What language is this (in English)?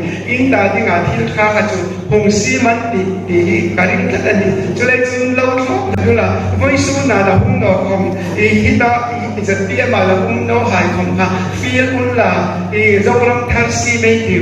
Hmar